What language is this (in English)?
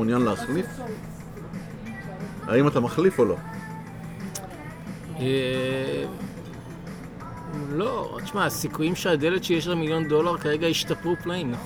Hebrew